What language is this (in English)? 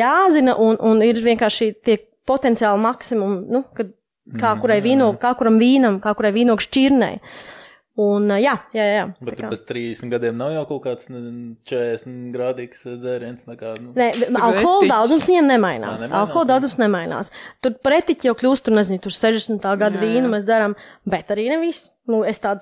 Latvian